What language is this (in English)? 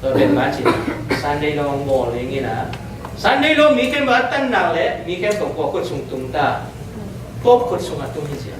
Tedim Chin